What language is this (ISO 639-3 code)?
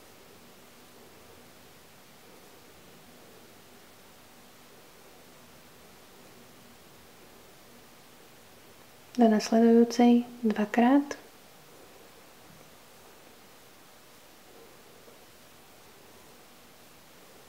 slk